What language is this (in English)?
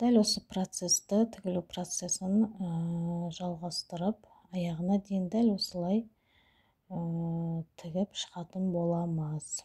Kazakh